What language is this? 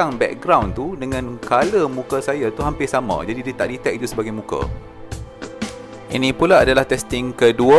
Malay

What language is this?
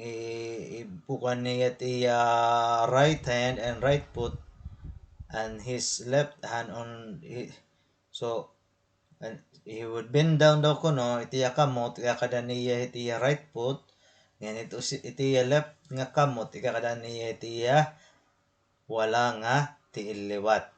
Waray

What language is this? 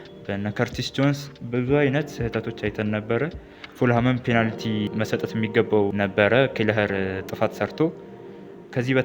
Amharic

